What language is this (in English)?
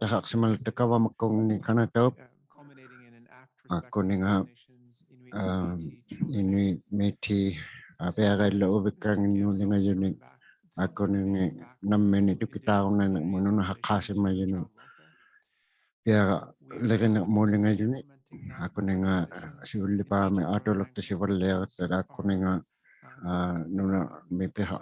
Inuktitut